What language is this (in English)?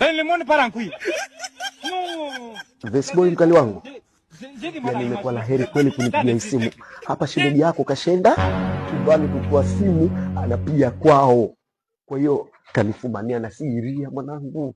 Swahili